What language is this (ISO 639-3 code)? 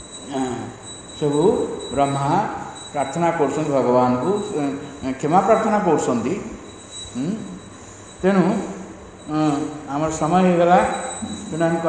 ori